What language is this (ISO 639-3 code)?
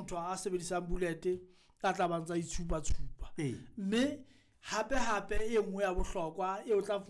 sot